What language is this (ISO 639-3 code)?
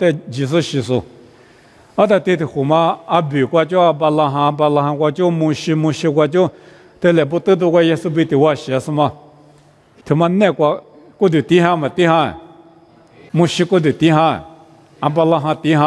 lis